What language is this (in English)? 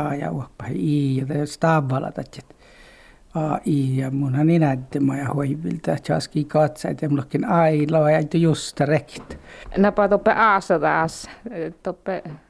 Finnish